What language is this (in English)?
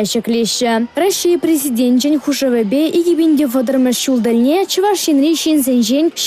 Chuvash